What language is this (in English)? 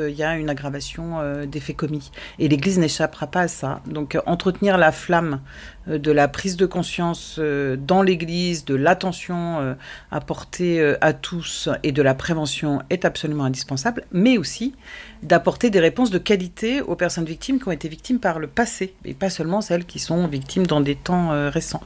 French